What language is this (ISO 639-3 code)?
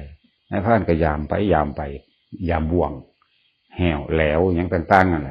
tts